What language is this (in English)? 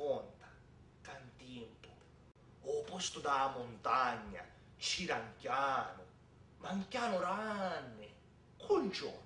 Sicilian